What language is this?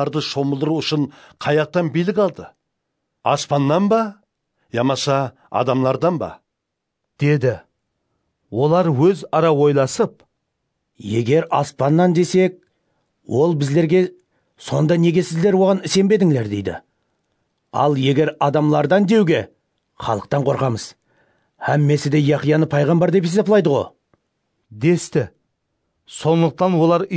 Kara-Kalpak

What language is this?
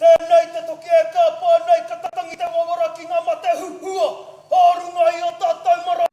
Māori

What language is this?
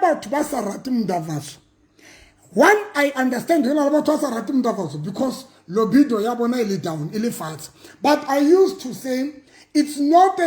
Southern Sotho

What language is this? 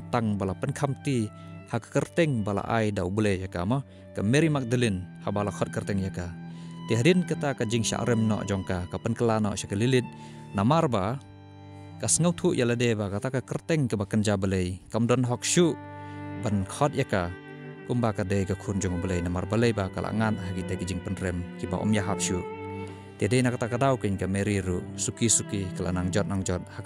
Khasi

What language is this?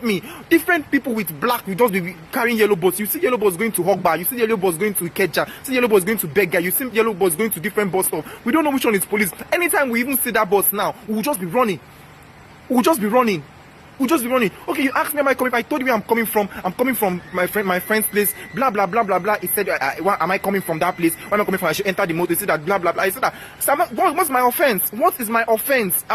Nigerian Pidgin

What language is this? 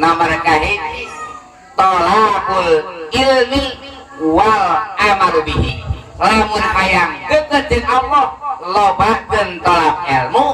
Sundanese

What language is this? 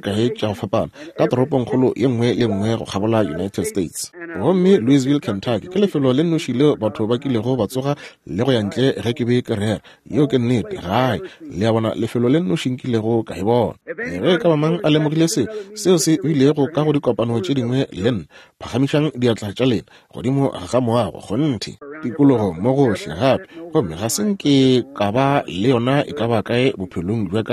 Northern Sotho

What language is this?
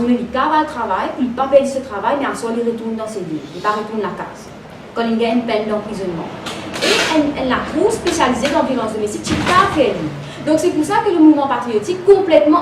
Morisyen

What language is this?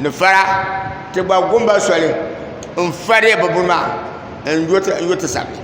Dagbani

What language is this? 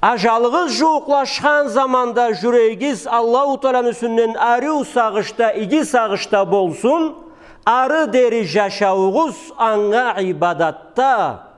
Karachay-Balkar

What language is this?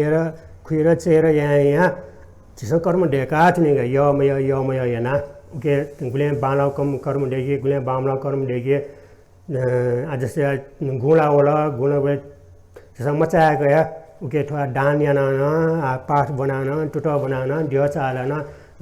Newari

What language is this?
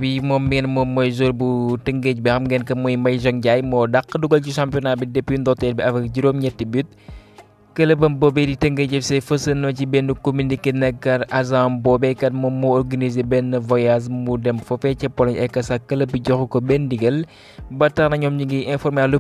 Wolof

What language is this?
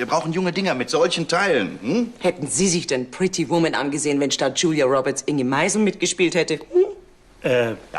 Bavarian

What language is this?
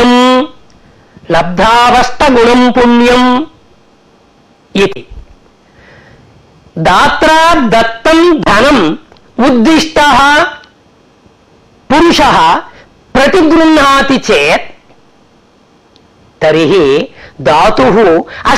Sanskrit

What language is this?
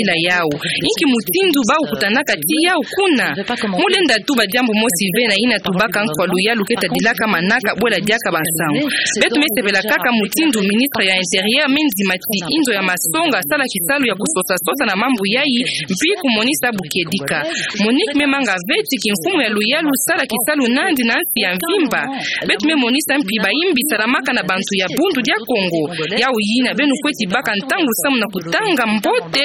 Kituba (Democratic Republic of Congo)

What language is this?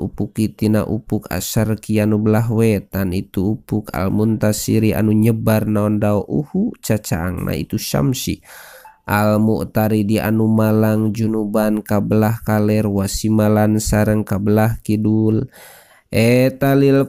Sundanese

